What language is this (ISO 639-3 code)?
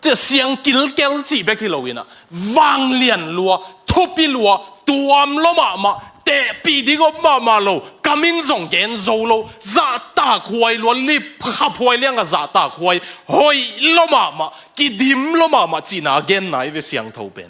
ctd